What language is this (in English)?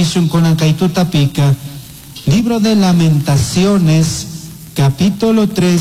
Chimborazo Highland Quichua